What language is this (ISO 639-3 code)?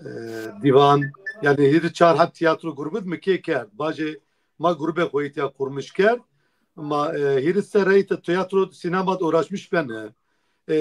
zza